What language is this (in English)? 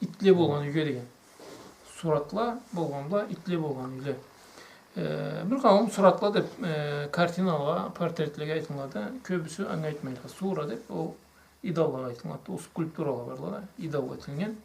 Karachay-Balkar